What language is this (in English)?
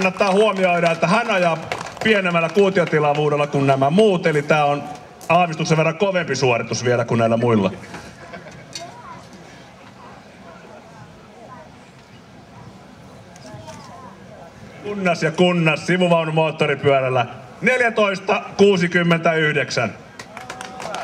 Finnish